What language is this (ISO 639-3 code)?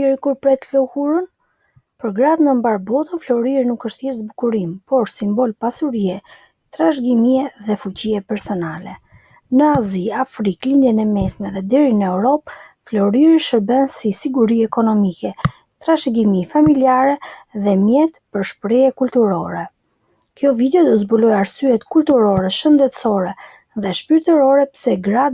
sqi